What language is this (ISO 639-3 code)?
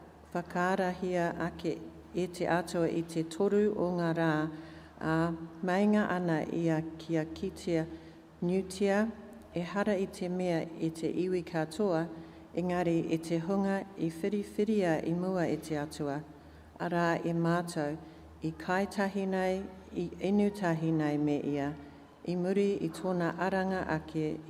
mri